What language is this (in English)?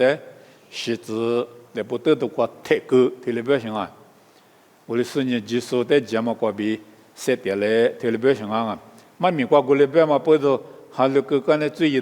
Lisu